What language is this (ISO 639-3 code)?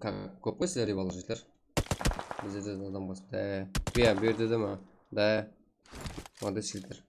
kaa